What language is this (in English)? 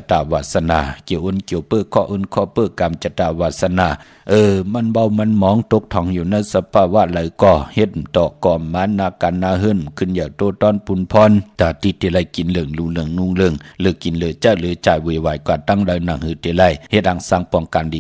Shan